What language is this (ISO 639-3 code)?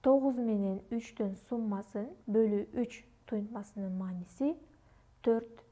kir